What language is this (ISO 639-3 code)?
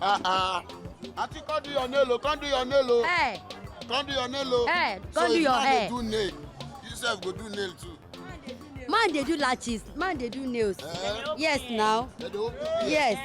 pcm